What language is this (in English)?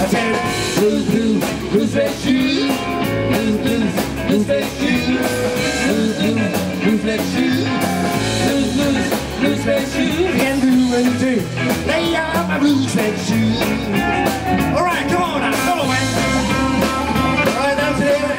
English